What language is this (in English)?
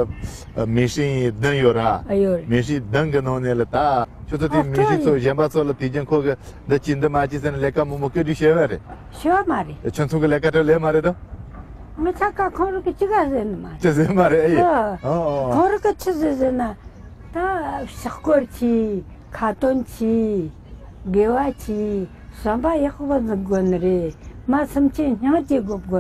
Tibetan